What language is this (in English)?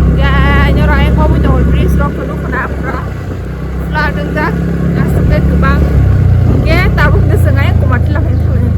Kok Borok